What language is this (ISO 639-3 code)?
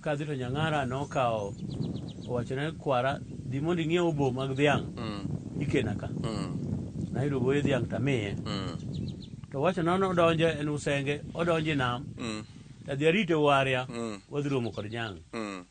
luo